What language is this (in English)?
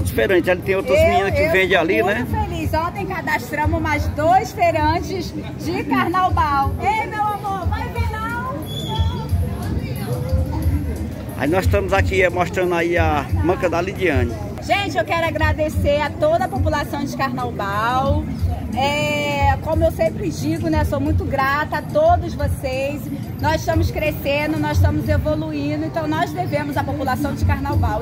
Portuguese